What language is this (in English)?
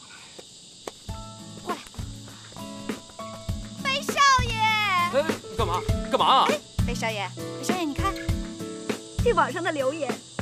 Chinese